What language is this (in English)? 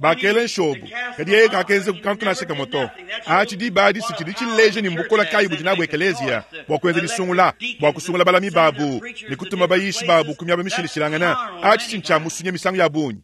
Luba-Lulua